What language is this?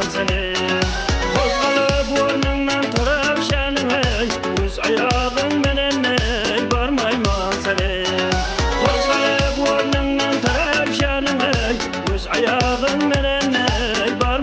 Kara-Kalpak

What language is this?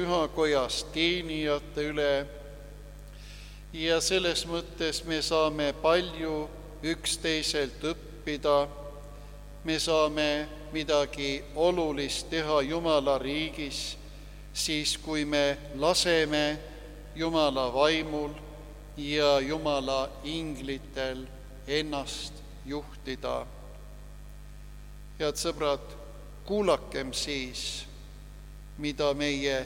Estonian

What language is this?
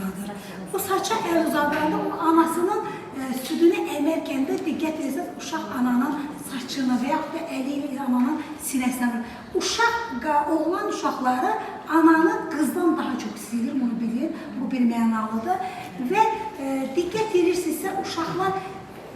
Azerbaijani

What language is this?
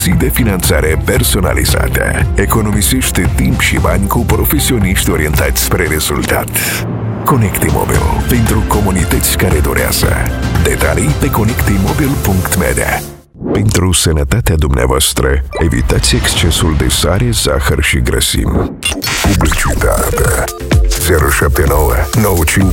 Romanian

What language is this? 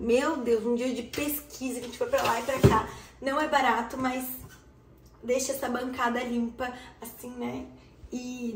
Portuguese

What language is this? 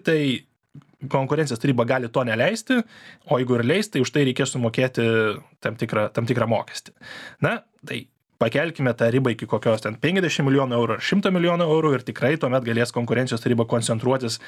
Lithuanian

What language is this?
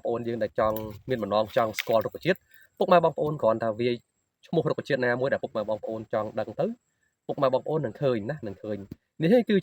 Khmer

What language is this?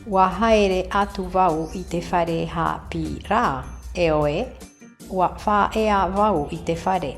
Tahitian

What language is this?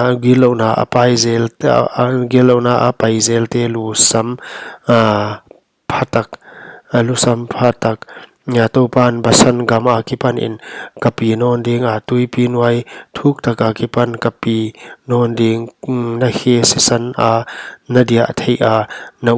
Paite Chin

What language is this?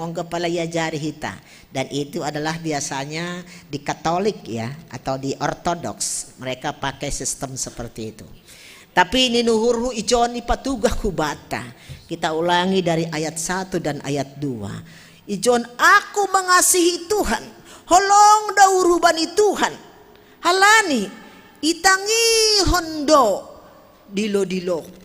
Batak Simalungun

